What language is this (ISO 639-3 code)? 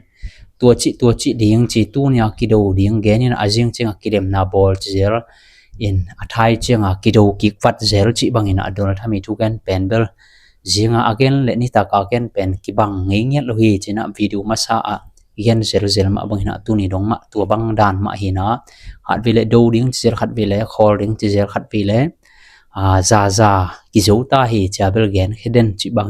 ctd